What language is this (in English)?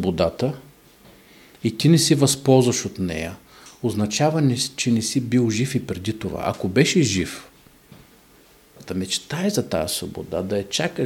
Bulgarian